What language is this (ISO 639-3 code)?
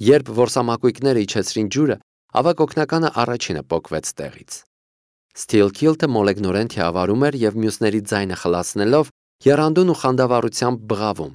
hye